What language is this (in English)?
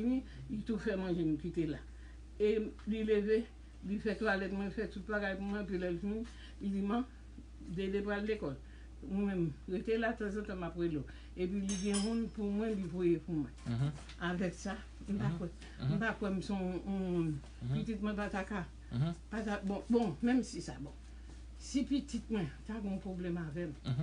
Haitian Creole